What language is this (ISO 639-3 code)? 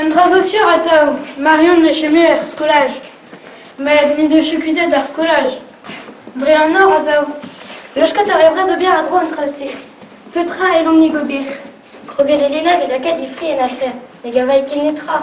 bre